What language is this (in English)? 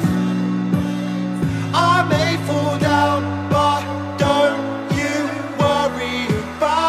English